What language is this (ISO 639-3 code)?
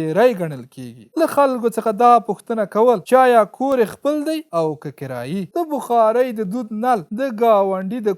pus